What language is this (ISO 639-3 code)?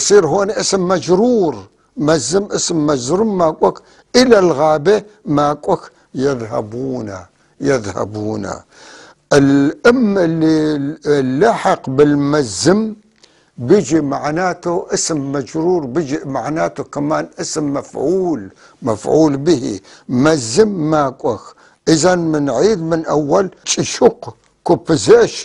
apc